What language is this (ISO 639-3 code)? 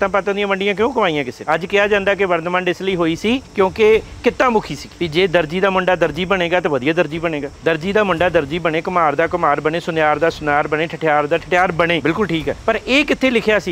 pan